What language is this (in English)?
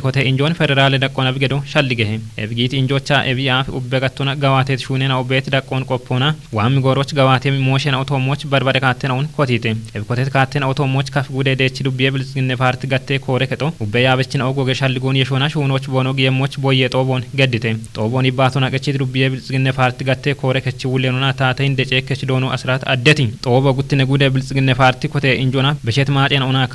Kafa